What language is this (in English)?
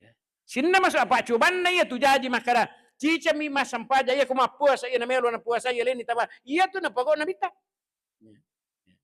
Buginese